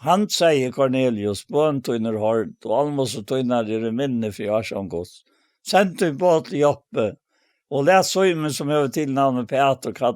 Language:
Faroese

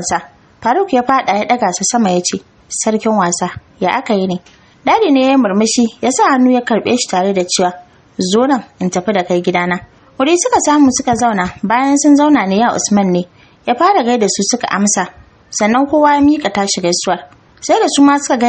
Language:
Hausa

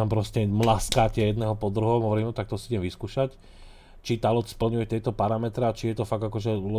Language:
Slovak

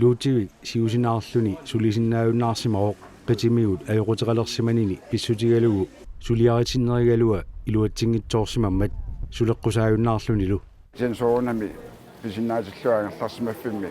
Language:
Kalaallisut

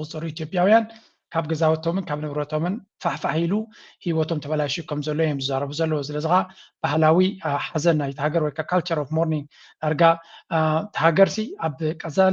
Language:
Tigrinya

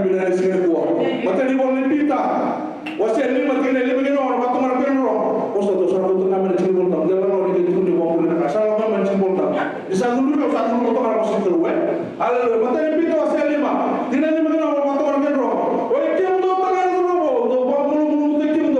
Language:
Fijian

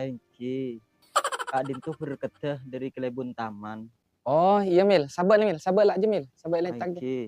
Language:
Madurese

